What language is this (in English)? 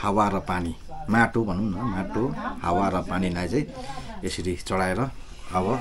Nepali